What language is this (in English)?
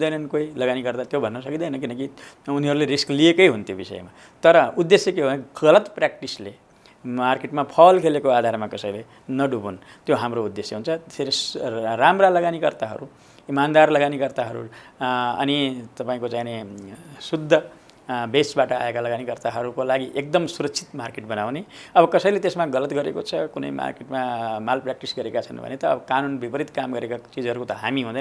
Nepali